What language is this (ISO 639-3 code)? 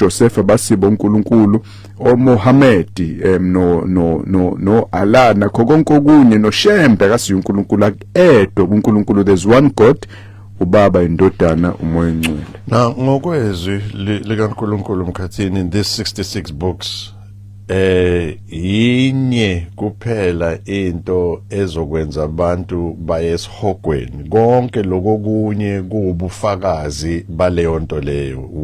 zul